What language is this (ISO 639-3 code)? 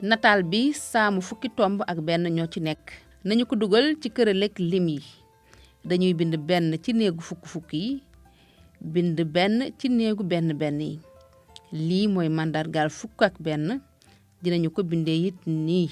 wol